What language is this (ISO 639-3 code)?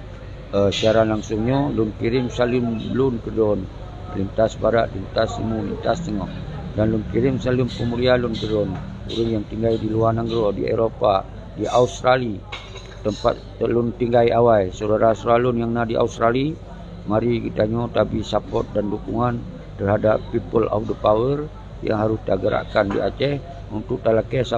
ace